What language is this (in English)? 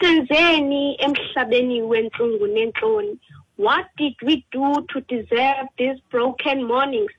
Xhosa